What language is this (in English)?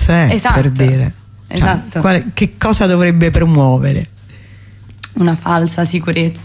Italian